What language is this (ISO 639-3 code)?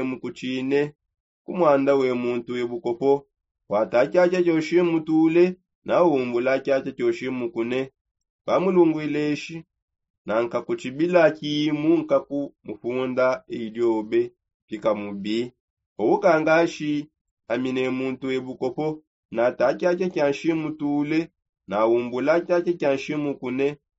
sop